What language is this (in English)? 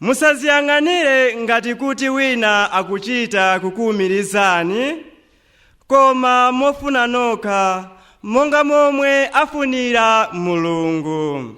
Nyanja